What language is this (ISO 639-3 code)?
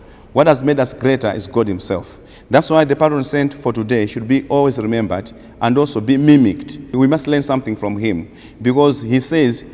eng